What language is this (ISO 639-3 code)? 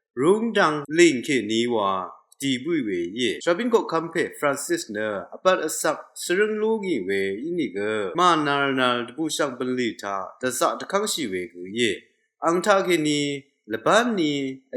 raw